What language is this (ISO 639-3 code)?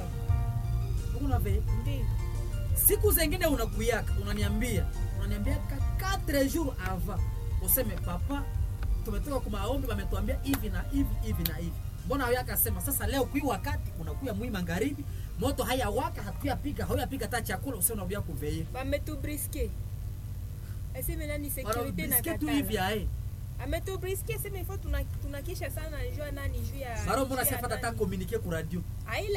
swa